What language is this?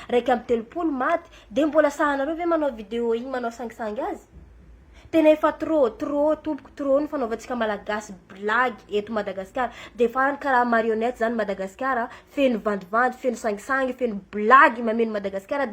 Malagasy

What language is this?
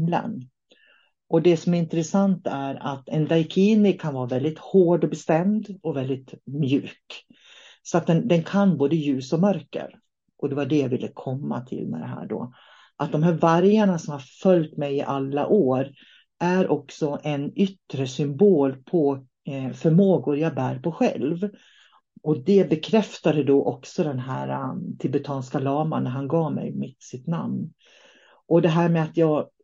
Swedish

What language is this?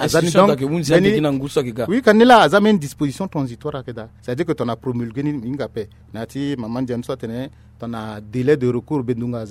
Sango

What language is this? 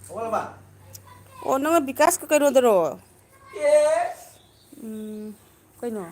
Manipuri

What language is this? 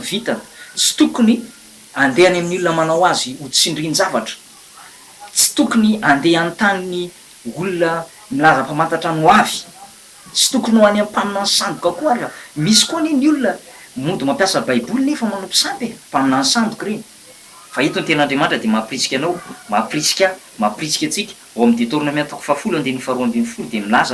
Malagasy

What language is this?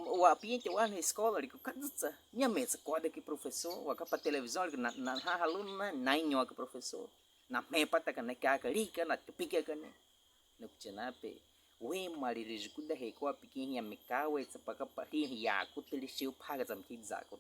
Baniwa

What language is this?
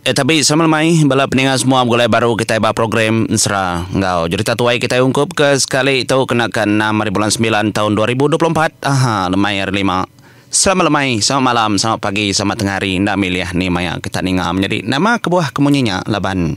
Iban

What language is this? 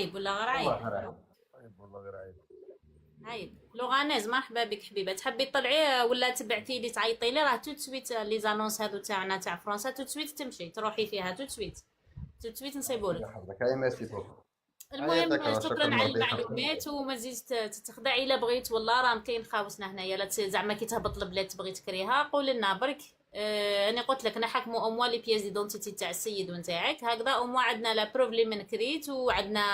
Algerian Arabic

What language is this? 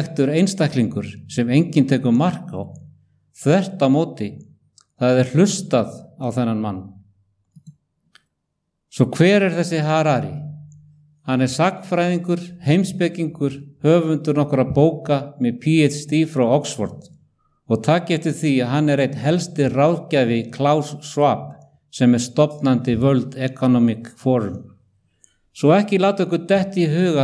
Icelandic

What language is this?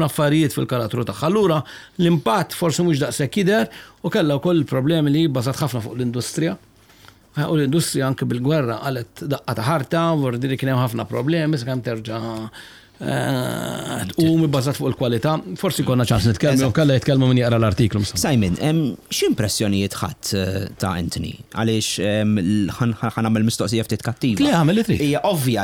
Maltese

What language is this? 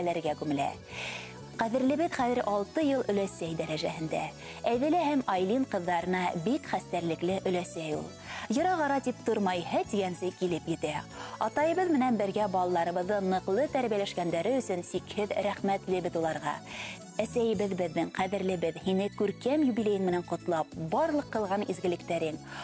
Bashkir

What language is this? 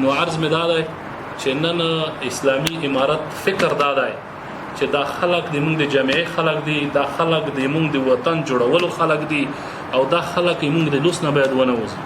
Pashto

